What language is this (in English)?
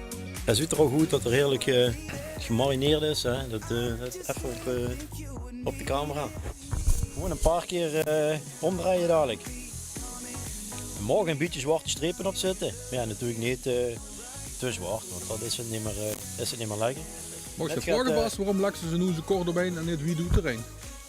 Limburgish